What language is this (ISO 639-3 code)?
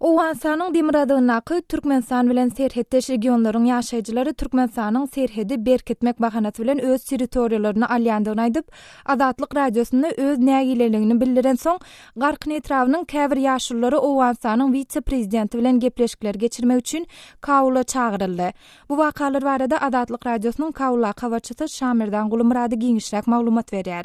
tuk